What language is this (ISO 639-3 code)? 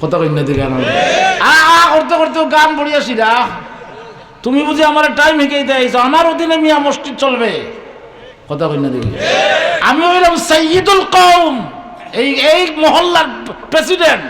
syl